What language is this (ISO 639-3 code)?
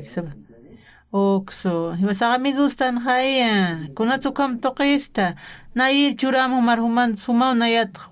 aym